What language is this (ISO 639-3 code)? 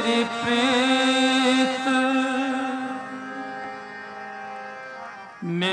pan